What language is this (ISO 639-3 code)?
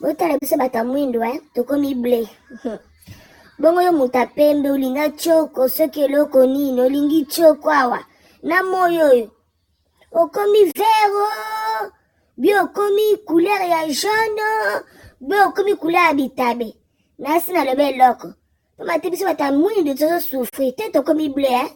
lin